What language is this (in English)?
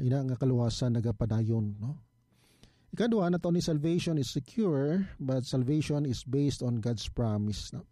Hiligaynon